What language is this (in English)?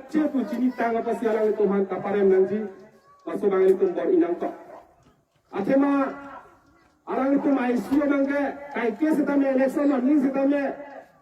Karbi